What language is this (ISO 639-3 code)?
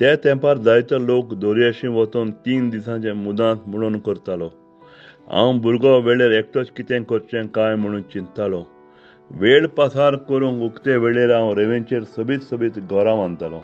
kok